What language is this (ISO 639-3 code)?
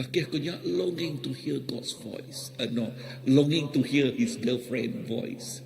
iba